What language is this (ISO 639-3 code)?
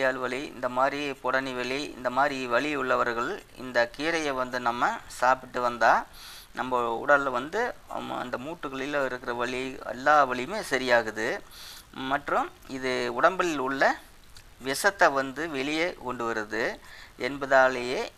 tam